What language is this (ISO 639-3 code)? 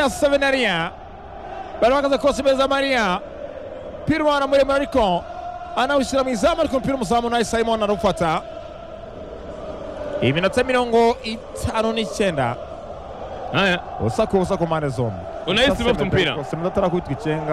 kin